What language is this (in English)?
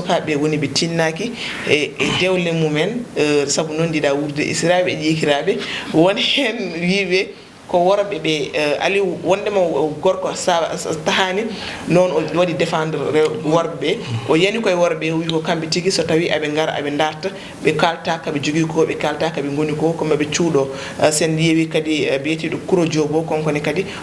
Fula